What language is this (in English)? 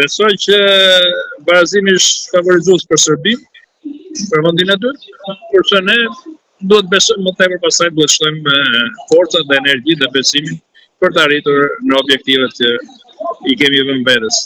Albanian